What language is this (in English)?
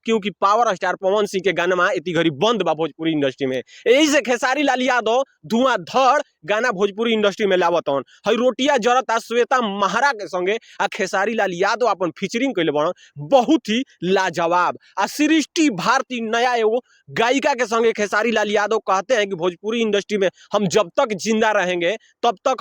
Bhojpuri